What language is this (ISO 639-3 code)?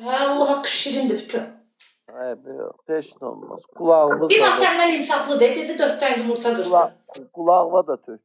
aze